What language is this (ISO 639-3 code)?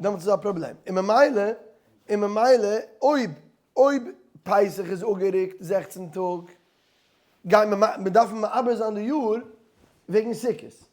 yid